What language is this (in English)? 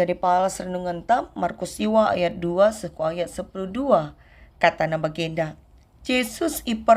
Batak Karo